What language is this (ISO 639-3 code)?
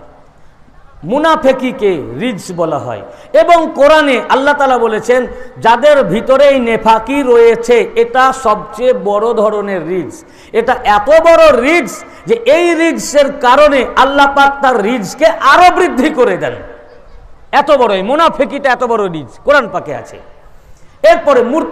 ben